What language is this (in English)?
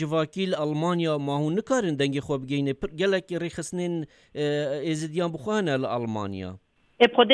Kurdish